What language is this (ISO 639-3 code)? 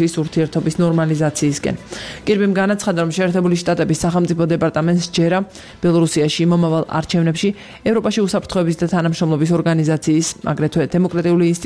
kat